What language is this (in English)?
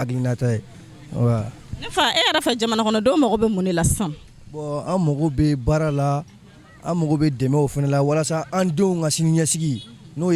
Bambara